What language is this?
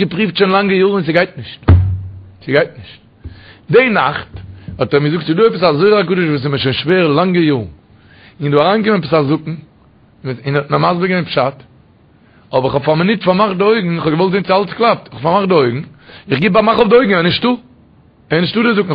Yiddish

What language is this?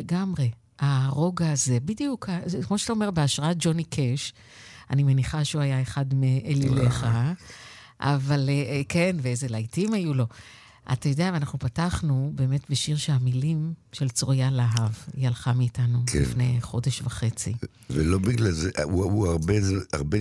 Hebrew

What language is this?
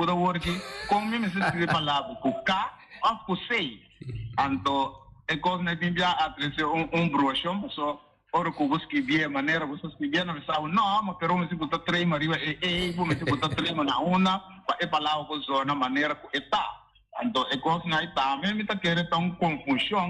Papiamento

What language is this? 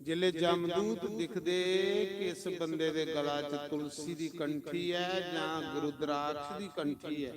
Dogri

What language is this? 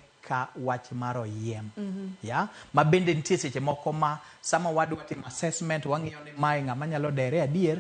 Luo (Kenya and Tanzania)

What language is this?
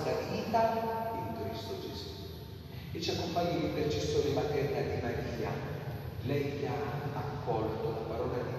Italian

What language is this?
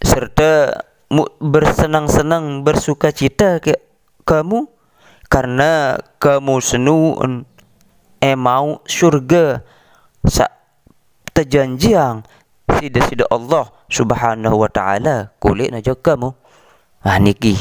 Sasak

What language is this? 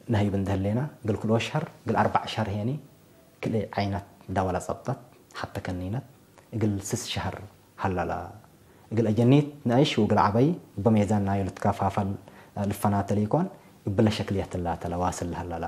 Tigre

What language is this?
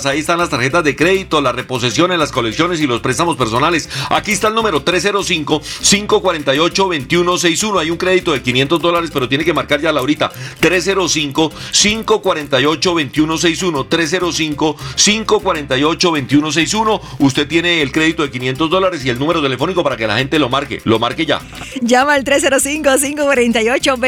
Spanish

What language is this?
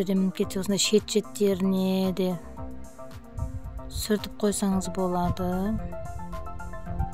Kazakh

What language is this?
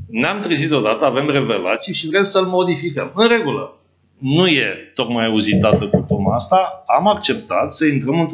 Romanian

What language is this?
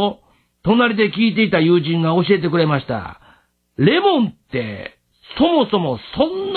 Japanese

